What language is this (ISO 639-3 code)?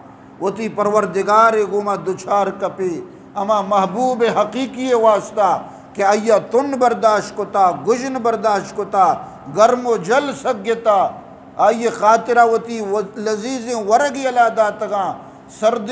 bgp